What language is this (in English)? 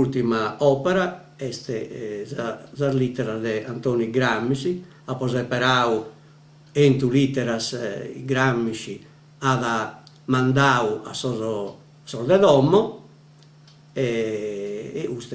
Sardinian